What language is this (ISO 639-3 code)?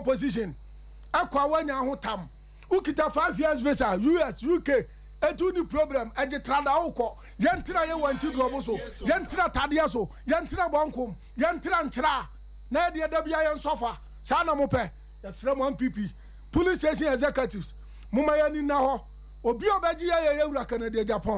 aka